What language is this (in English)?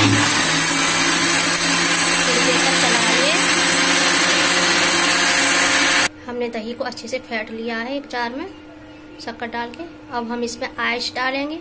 Hindi